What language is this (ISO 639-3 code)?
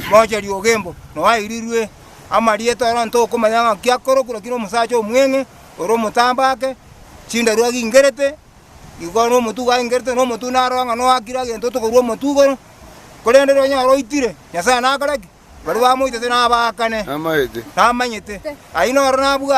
guz